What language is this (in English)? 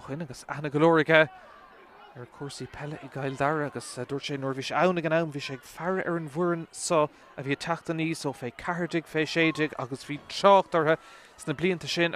Irish